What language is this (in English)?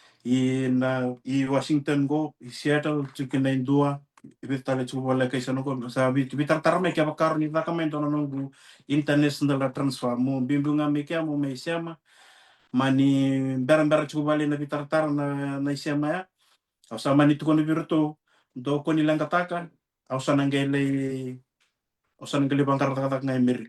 Fijian